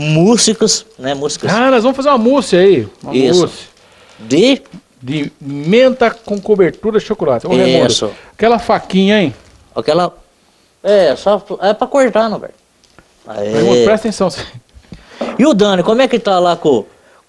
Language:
Portuguese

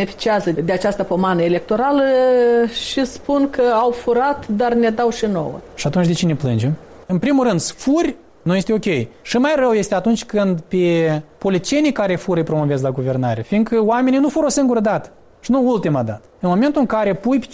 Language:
Romanian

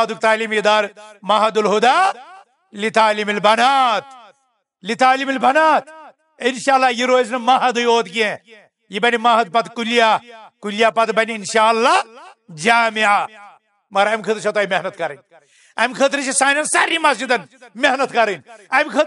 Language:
Kashmiri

